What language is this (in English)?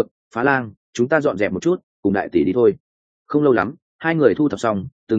Vietnamese